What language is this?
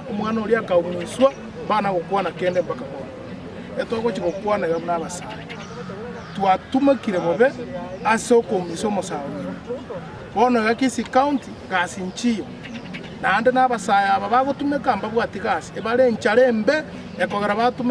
Gusii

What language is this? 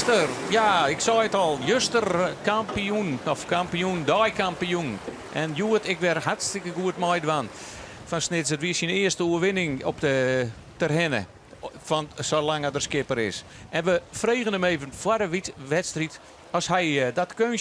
Western Frisian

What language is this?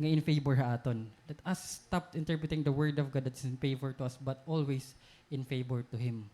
Waray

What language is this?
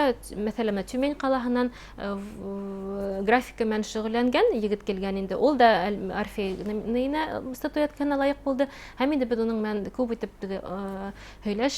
Bashkir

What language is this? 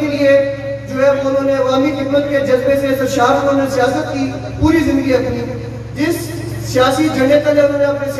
Urdu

